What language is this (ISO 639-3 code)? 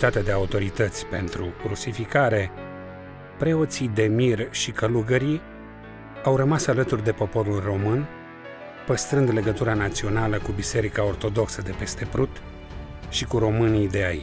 ron